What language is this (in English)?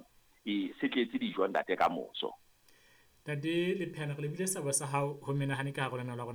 Southern Sotho